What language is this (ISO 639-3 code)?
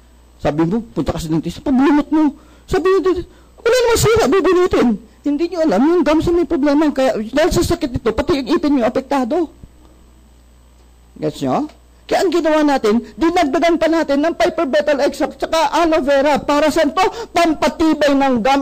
fil